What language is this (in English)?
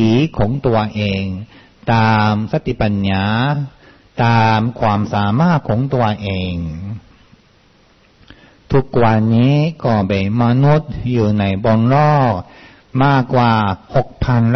Thai